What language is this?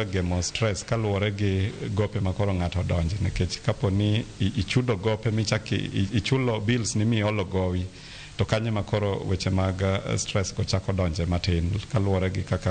Luo (Kenya and Tanzania)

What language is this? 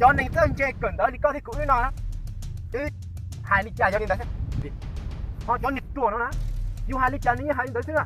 Hmong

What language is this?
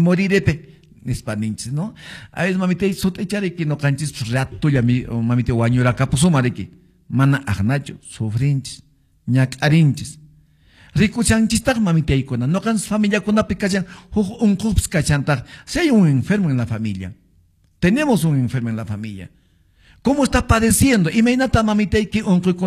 Quechua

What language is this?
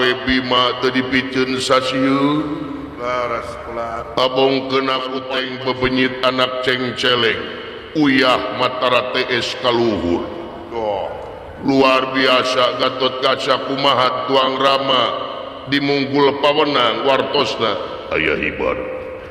Sundanese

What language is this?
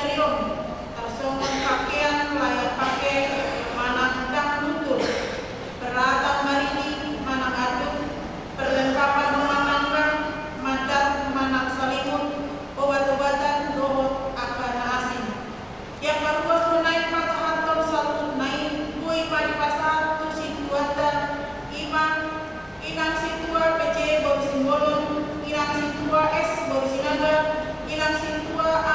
Batak Toba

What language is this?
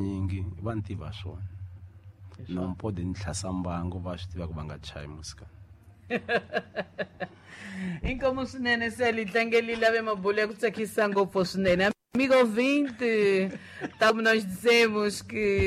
Tsonga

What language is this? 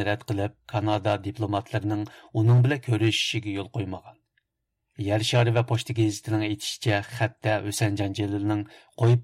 Uyghur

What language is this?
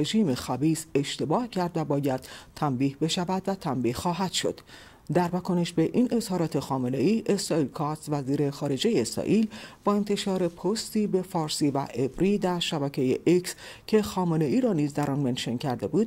Persian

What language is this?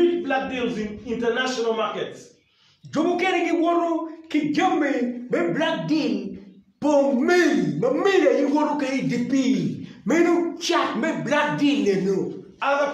Acoli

